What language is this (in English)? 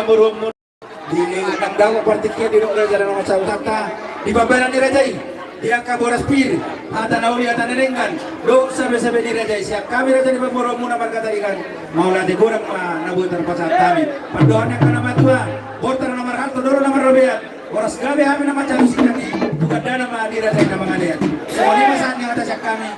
Batak Toba